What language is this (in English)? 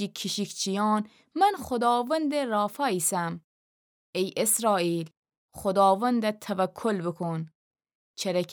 Gilaki